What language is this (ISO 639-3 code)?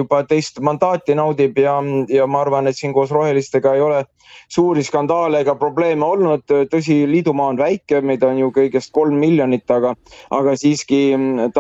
est